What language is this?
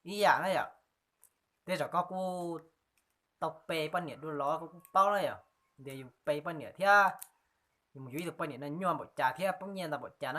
Hmong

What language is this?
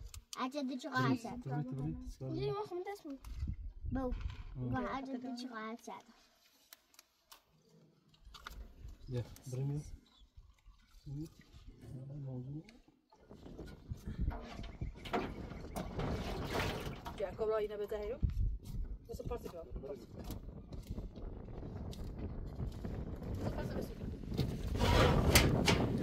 Persian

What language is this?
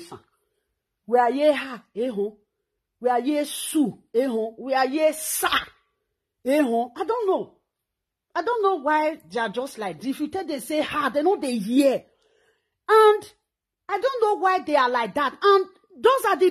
Nigerian Pidgin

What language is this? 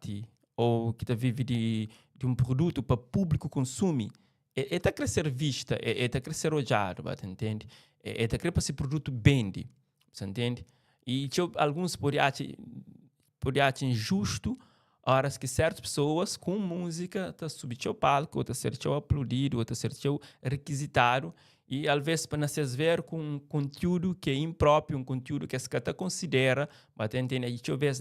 Kabuverdianu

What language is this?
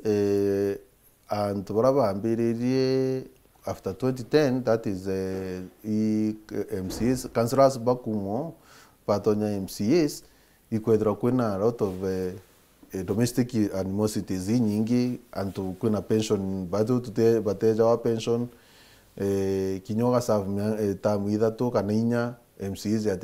Meru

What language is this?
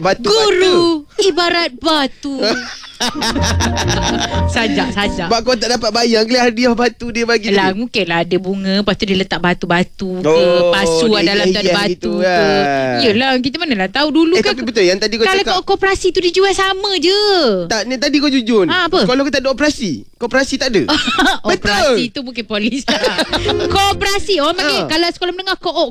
Malay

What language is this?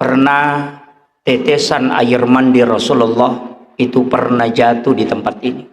Buginese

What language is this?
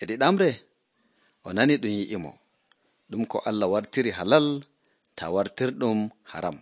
Nigerian Fulfulde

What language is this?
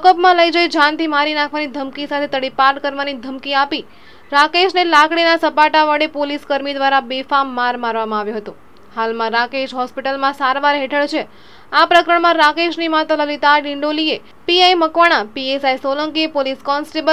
Gujarati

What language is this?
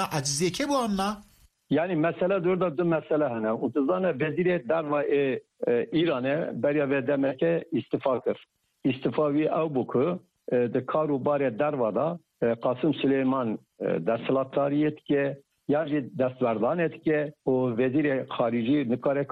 Kurdish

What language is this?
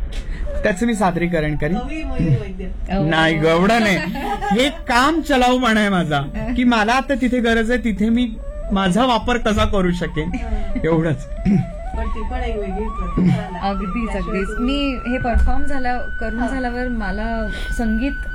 Marathi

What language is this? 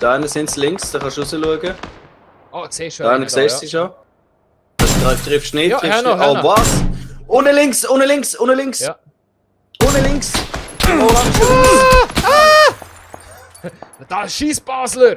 Swiss German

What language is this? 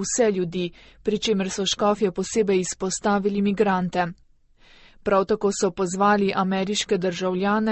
Slovenian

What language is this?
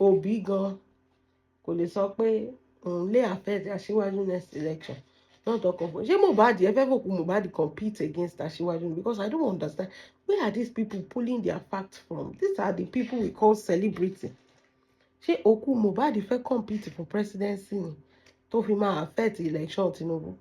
Yoruba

